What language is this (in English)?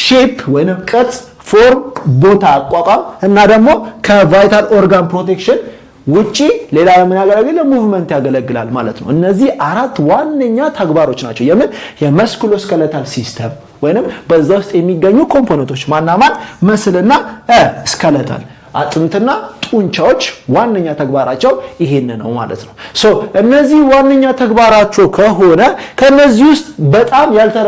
Amharic